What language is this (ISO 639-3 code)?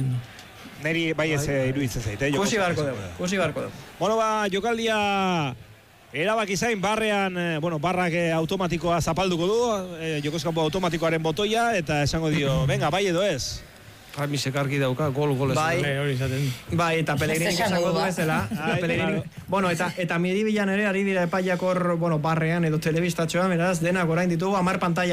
eus